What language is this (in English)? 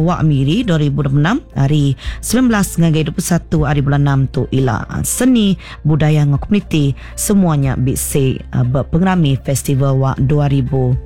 Iban